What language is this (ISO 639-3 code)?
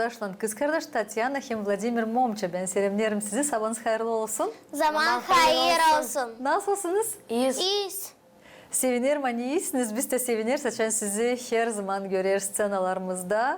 gag